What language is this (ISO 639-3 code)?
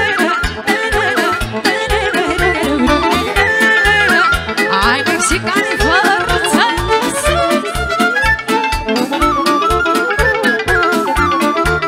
ron